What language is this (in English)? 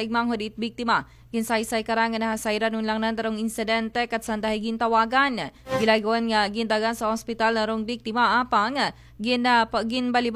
Aklanon